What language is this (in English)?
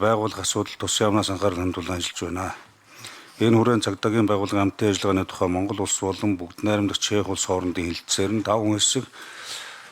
Mongolian